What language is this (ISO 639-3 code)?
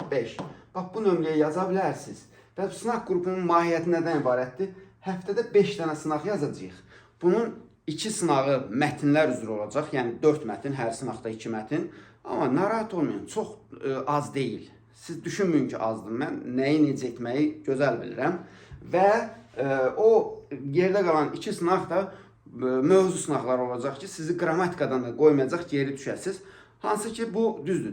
aze